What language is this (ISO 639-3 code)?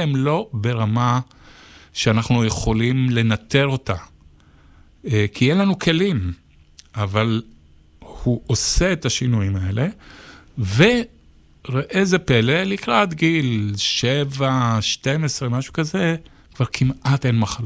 heb